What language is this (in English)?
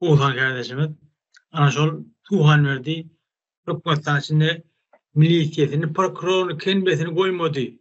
Turkmen